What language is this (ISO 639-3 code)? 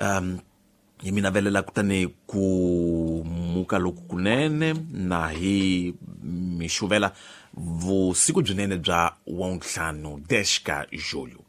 tso